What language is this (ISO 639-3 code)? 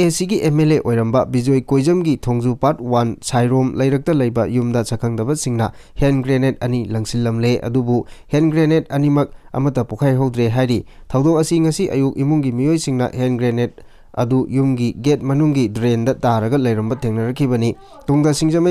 mni